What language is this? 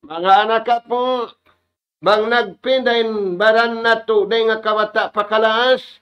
Tausug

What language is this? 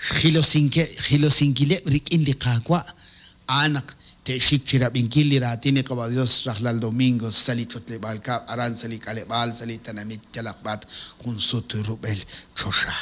Kekchí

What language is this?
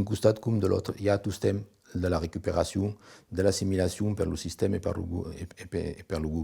Occitan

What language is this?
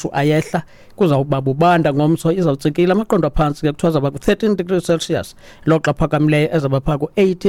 Xhosa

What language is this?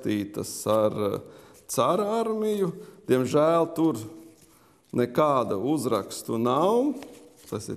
Latvian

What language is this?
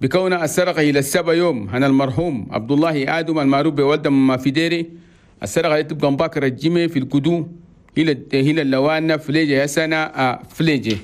Chadian Arabic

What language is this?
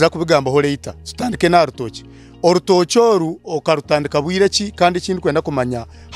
Nyankole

